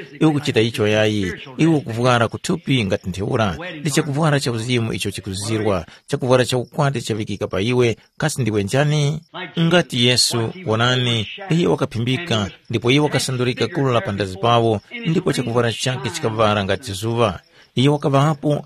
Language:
Tumbuka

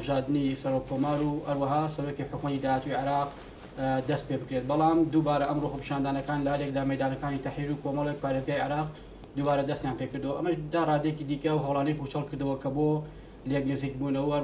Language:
Central Kurdish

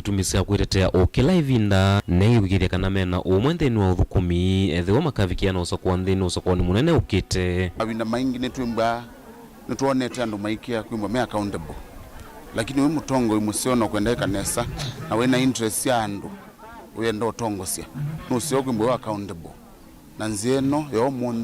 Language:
Kamba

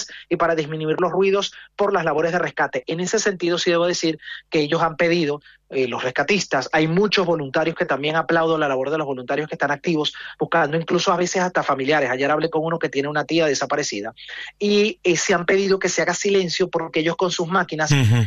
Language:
Spanish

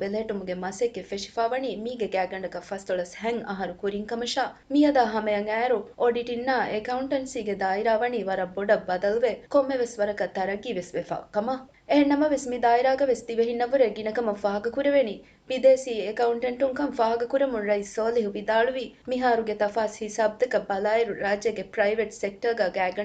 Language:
Divehi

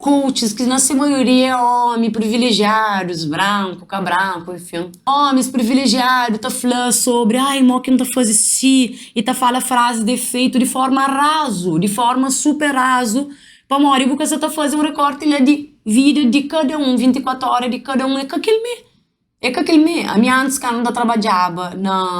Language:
Kabuverdianu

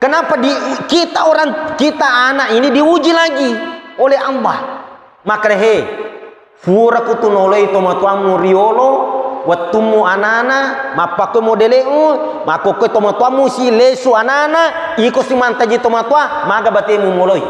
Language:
Buginese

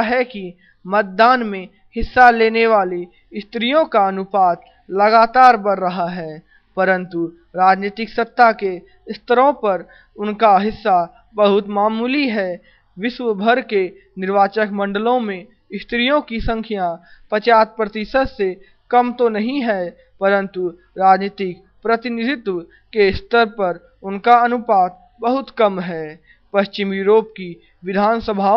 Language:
Hindi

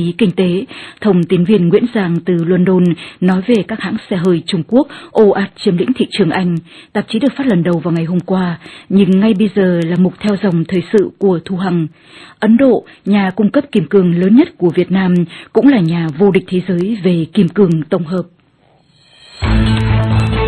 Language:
Vietnamese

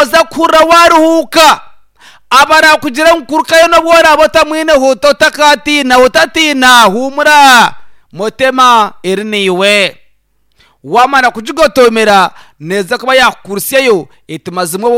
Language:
Nyankole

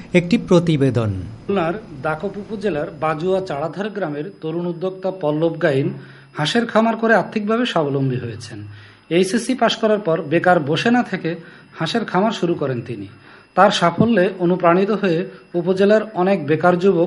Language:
Bangla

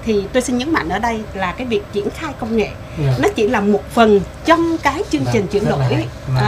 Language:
Vietnamese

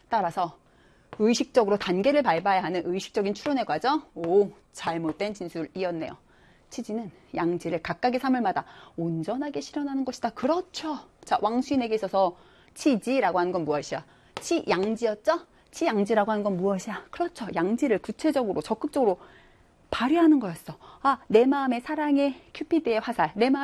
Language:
Korean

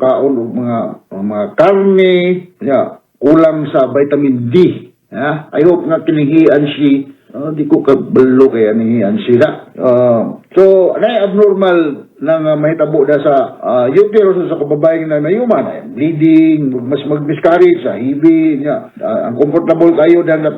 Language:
Cebuano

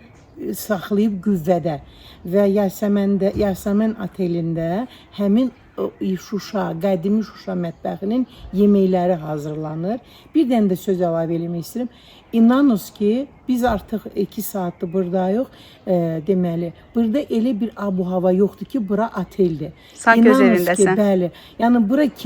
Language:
Azerbaijani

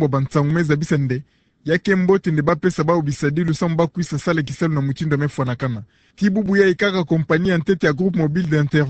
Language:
Kituba (Democratic Republic of Congo)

